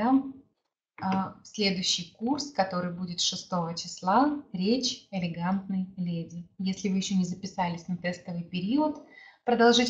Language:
Russian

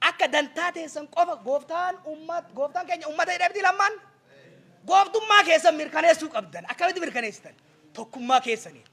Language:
Oromo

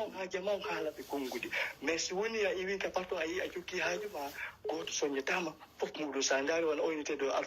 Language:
Pular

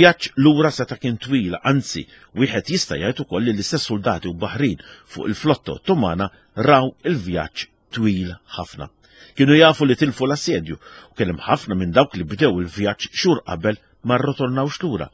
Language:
Maltese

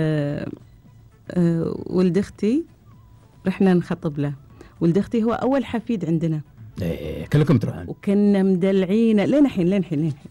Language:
Gulf Arabic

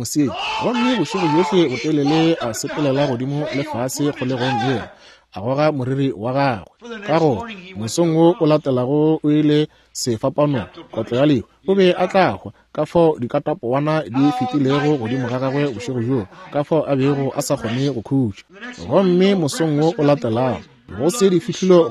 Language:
Northern Sotho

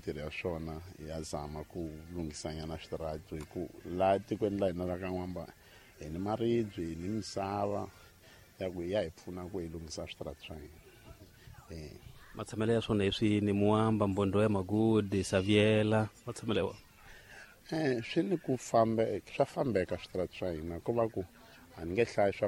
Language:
Tsonga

